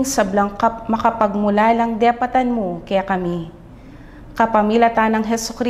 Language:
Pampanga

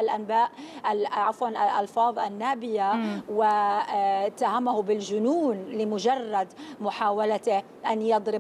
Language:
Arabic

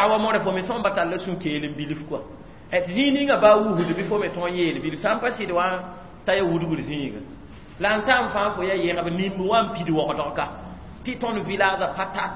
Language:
Mossi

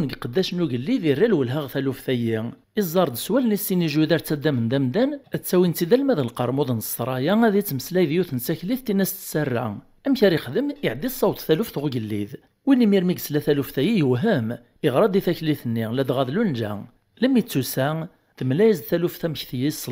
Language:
Kabyle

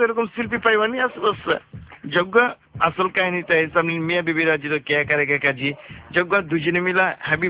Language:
Bangla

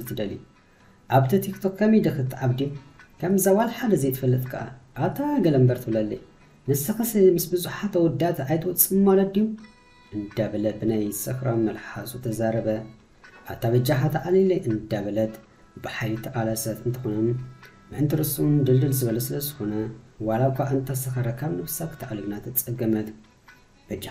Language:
Tigrinya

